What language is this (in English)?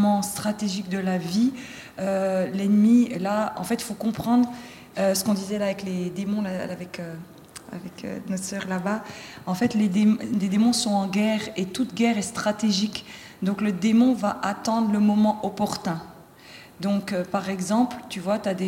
French